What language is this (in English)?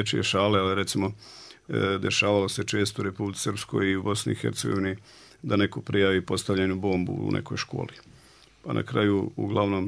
Bosnian